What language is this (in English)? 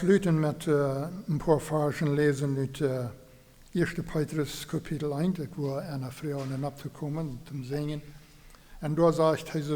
Plautdietsch